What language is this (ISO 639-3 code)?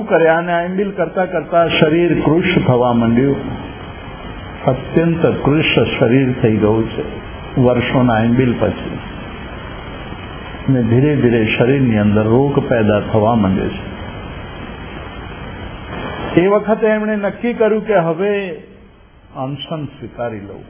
guj